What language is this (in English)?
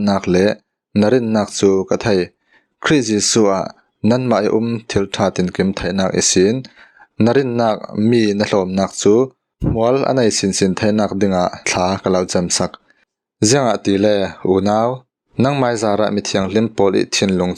Falam Chin